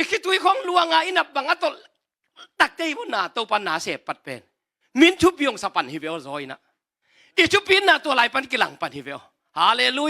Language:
Tedim Chin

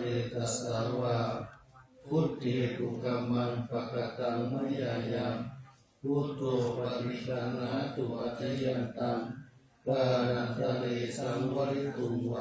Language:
Pali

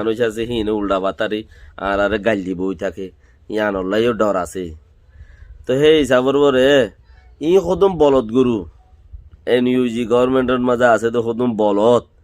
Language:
Rohingya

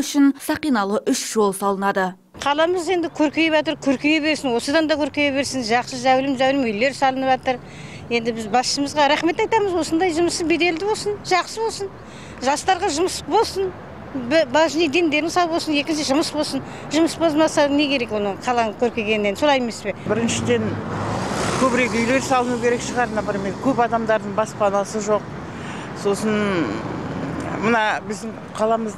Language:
Kazakh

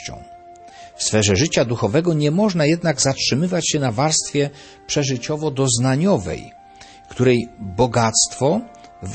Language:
Polish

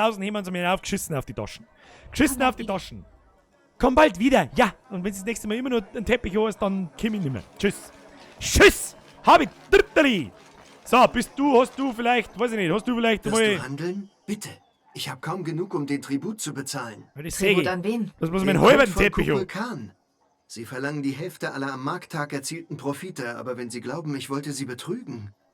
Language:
Bavarian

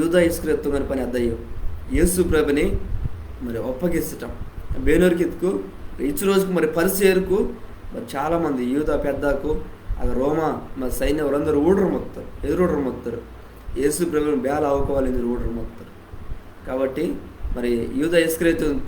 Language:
Koya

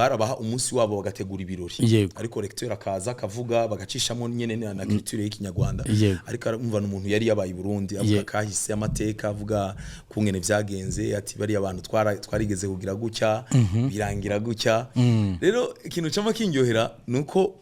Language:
Rundi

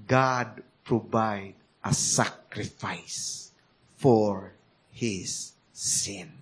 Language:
Cebuano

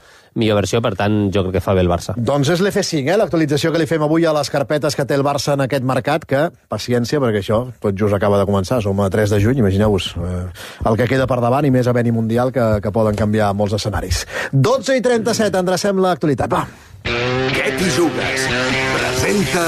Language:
Catalan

